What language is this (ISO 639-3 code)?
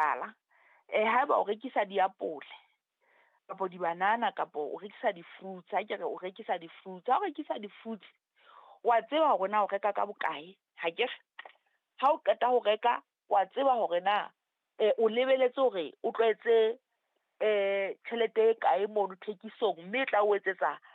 sot